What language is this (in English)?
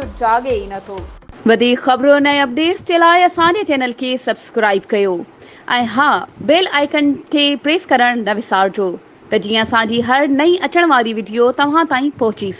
Sindhi